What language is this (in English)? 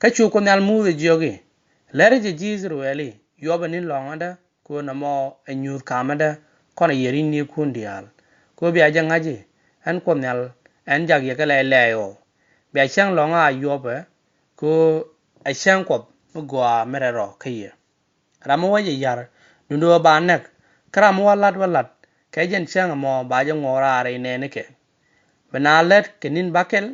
Nuer